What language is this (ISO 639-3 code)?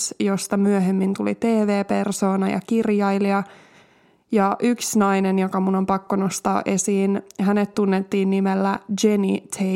fin